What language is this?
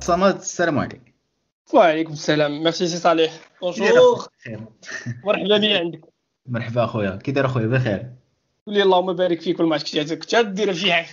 Moroccan Arabic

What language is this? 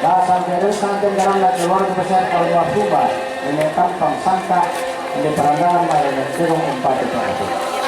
Toraja-Sa'dan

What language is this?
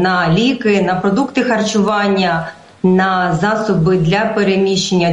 Ukrainian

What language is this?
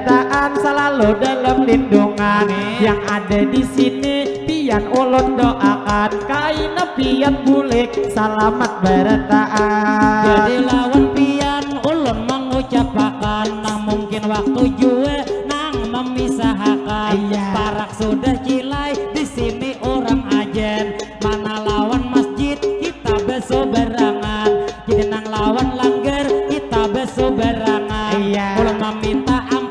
Banjar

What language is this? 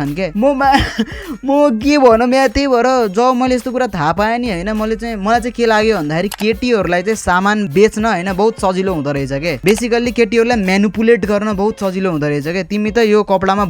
Nepali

